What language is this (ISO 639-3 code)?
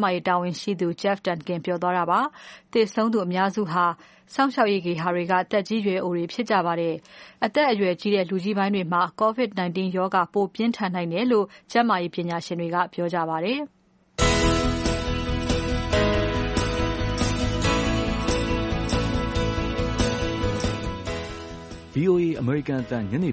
mya